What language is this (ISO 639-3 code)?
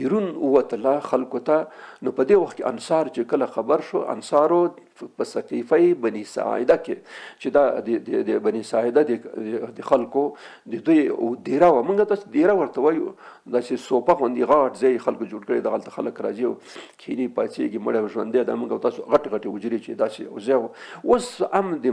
pus